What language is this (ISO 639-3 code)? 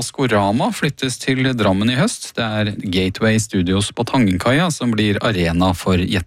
nor